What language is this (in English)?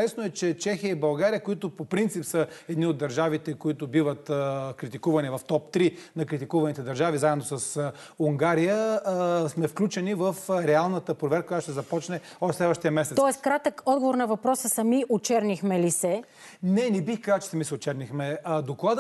Bulgarian